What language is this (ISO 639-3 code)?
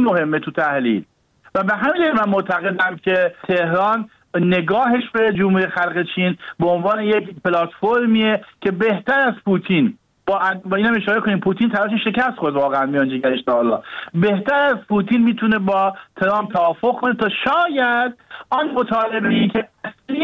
fas